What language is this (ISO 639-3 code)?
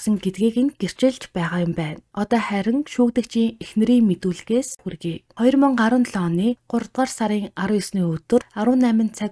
mon